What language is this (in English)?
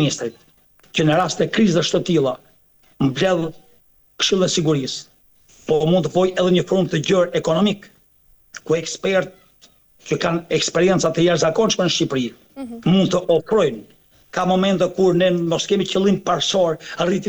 Albanian